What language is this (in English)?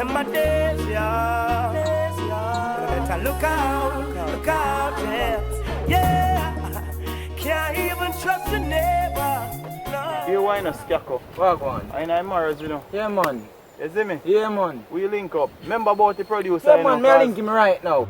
Jamaican Creole English